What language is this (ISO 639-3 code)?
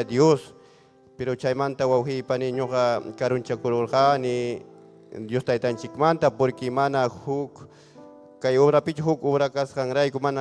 quy